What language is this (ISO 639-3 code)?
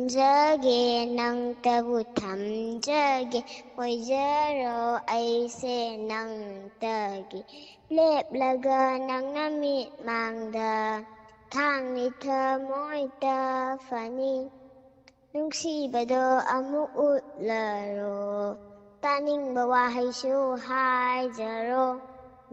mni